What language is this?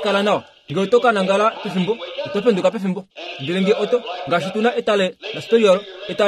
Kuanyama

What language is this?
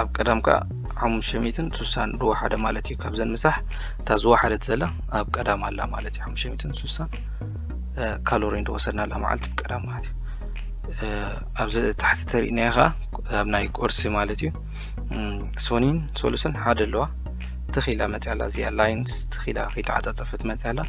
Tigrinya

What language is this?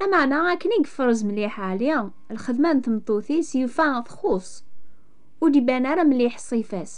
Kabyle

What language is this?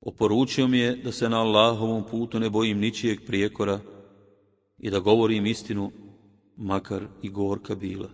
Bosnian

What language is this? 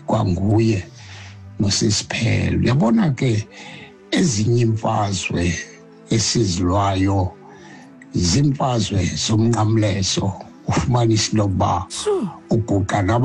Xhosa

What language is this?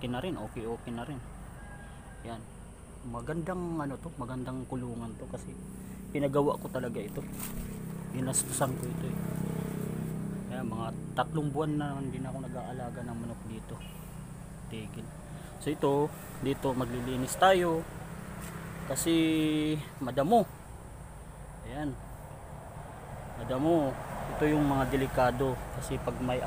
Filipino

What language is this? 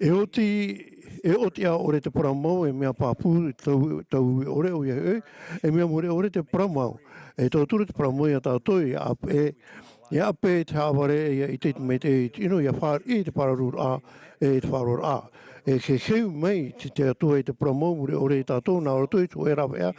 Tahitian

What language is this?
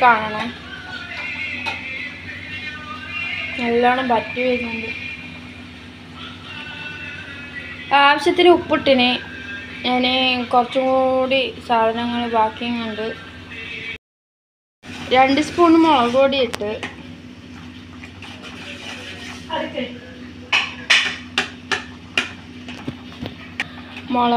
Malayalam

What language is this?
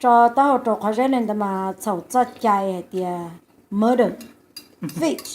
Hmong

